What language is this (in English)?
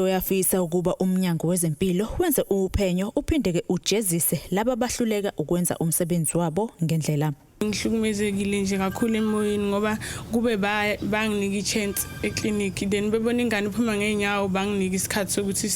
Zulu